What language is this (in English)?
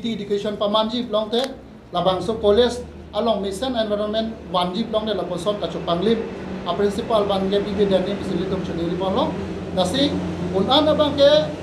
Karbi